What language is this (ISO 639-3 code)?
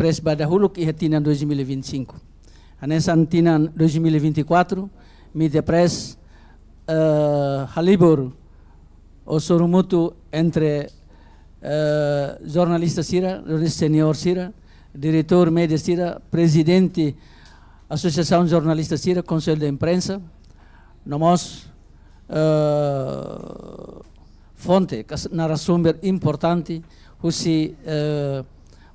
tet